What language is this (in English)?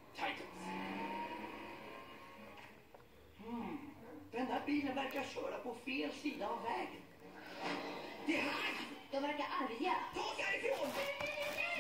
Swedish